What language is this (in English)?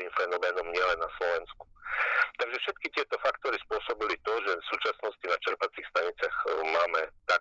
Slovak